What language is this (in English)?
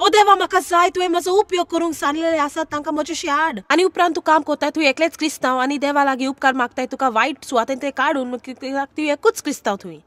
Konkani